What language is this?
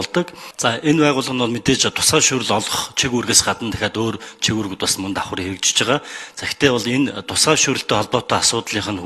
Mongolian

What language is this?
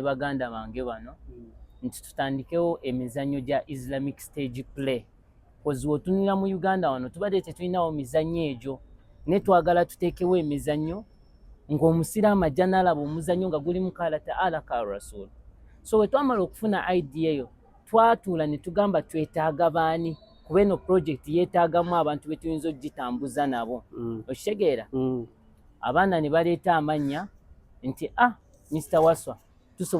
Ganda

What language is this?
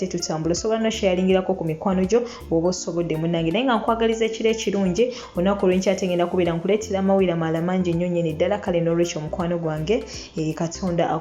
Ganda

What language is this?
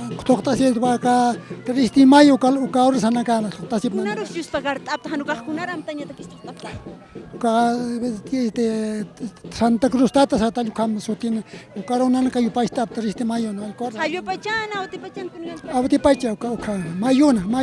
Aymara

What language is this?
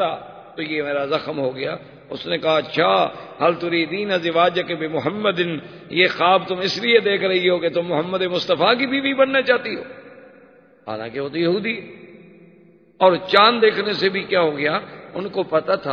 Urdu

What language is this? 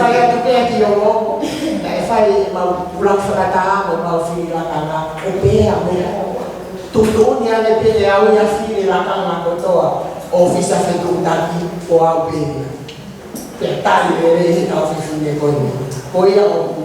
Tongan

